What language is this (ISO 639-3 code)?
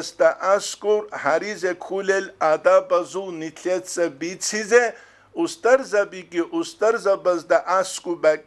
ava